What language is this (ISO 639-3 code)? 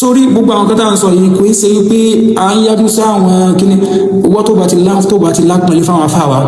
yor